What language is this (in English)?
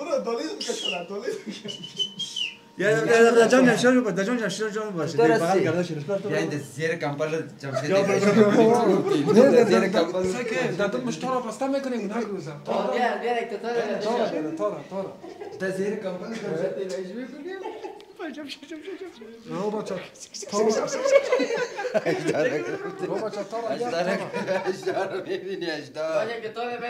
Persian